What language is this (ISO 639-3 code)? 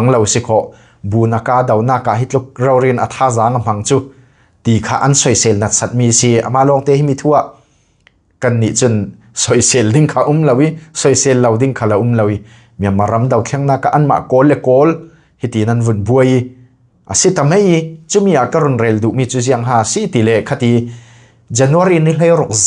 cfm